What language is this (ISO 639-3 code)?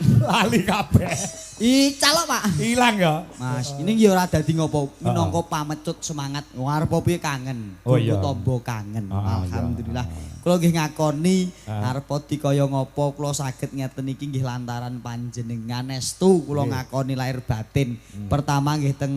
jav